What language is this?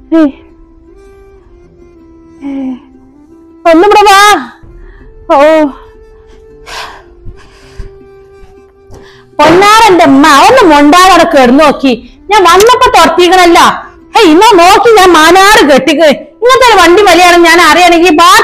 Malayalam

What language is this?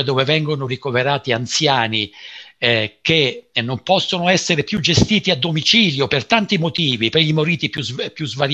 Italian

